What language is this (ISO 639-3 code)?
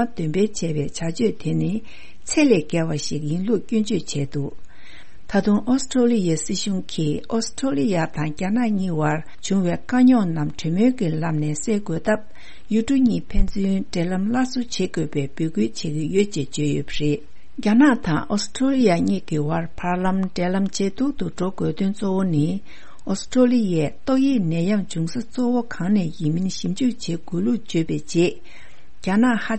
bod